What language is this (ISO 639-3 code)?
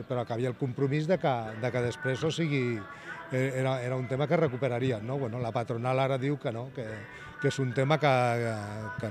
cat